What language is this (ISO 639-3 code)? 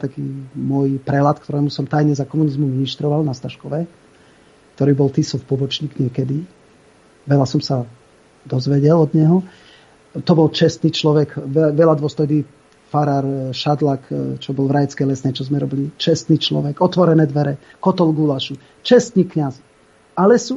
slk